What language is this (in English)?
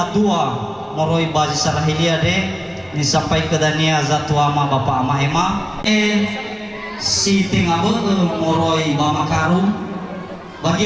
Nias